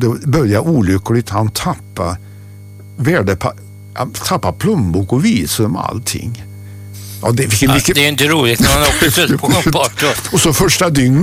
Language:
Swedish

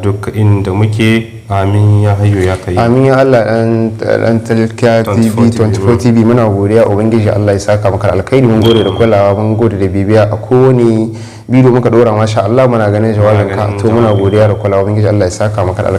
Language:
Hausa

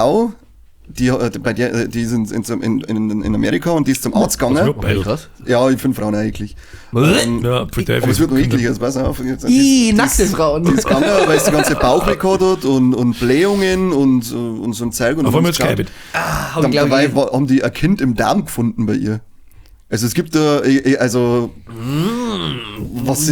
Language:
Bavarian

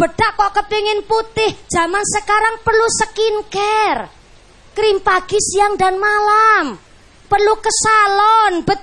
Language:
Javanese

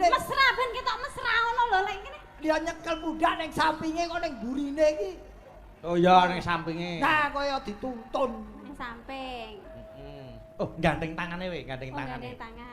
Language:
Javanese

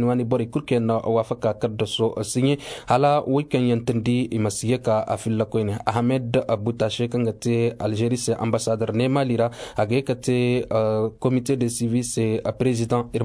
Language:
Koyraboro Senni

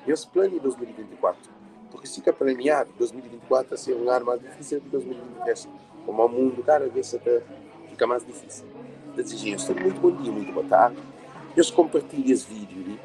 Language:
Kabuverdianu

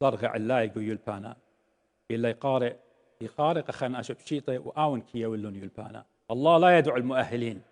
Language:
Assyrian Neo-Aramaic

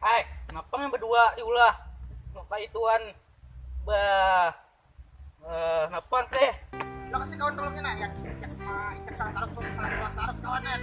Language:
Banjar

